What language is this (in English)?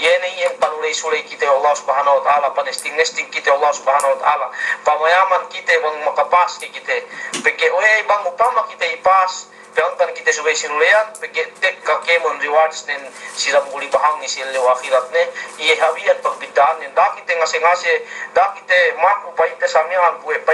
Yakan